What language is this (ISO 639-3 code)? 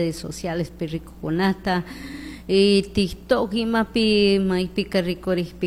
qug